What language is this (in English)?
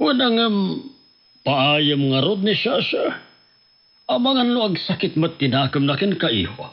Iloko